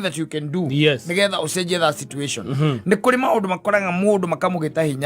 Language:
Kikuyu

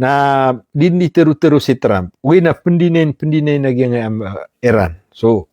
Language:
Maranao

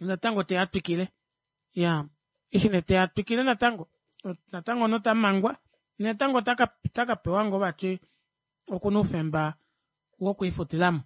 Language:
Kuanyama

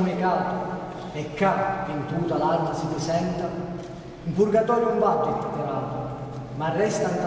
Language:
Sicilian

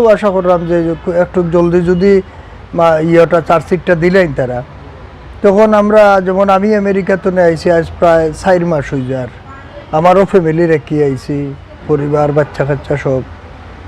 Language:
Sylheti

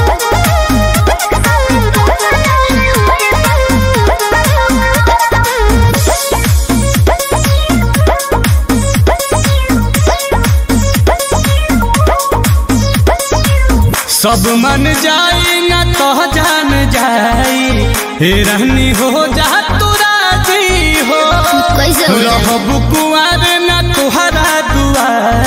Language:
Bhojpuri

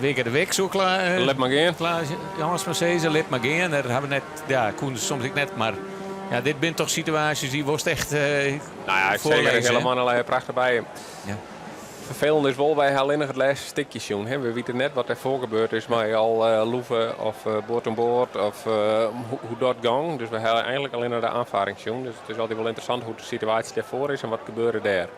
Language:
Western Frisian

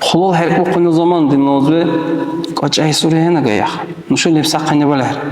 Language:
Dargwa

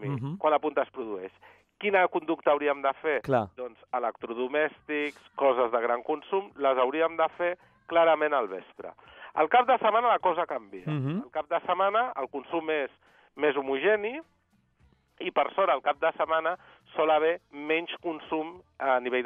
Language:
Catalan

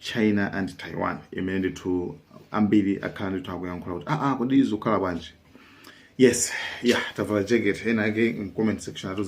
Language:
Nyanja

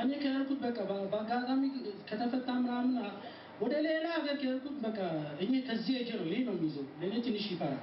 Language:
Amharic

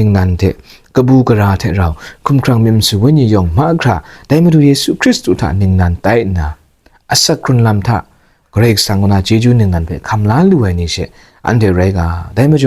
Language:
Kachin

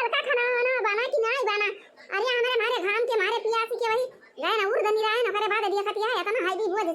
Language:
Awadhi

